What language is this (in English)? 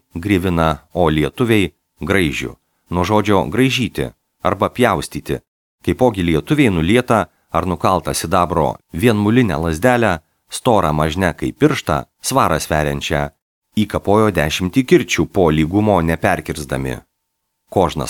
Lithuanian